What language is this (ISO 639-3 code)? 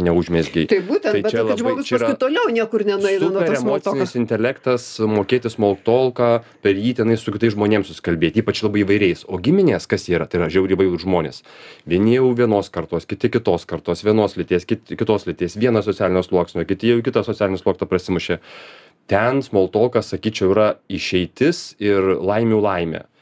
lit